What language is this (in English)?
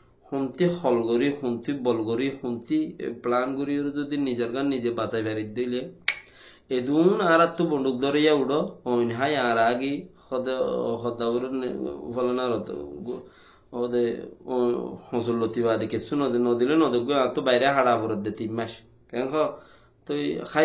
Rohingya